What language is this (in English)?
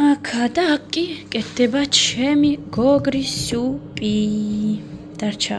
Georgian